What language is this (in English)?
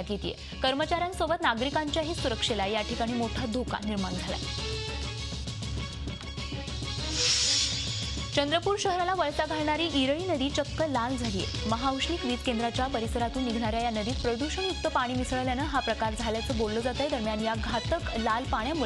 Marathi